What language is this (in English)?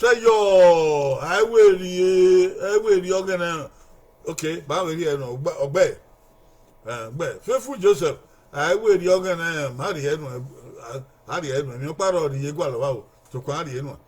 Bini